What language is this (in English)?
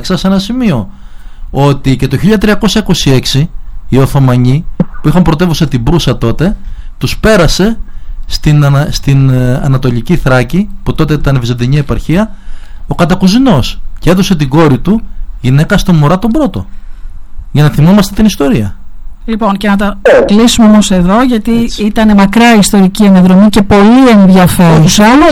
Greek